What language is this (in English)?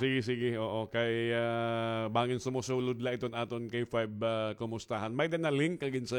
Waray